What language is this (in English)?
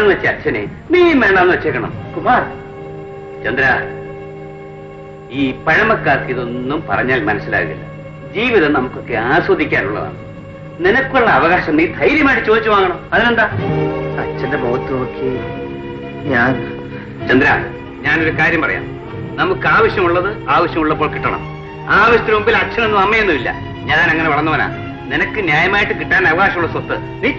Malayalam